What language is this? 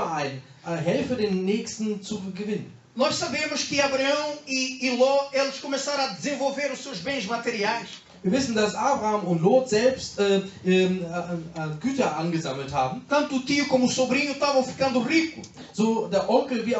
Portuguese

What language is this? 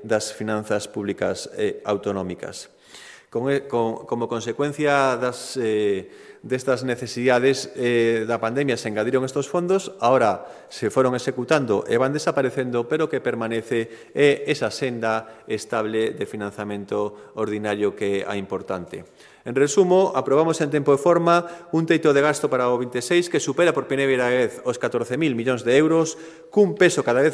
Galician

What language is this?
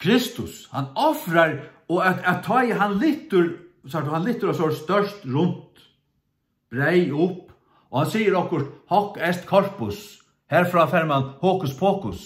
Faroese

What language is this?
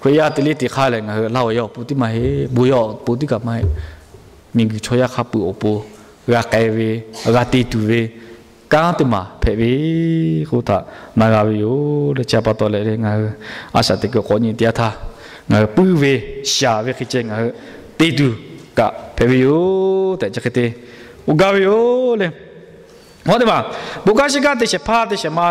Lahu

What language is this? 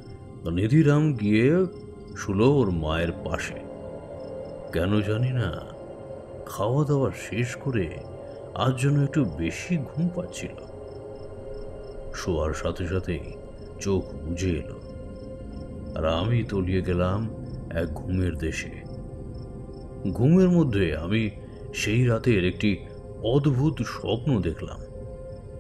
Bangla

